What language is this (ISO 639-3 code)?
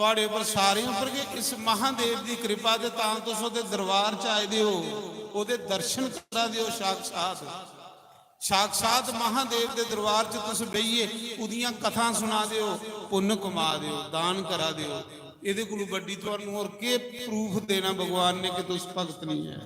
doi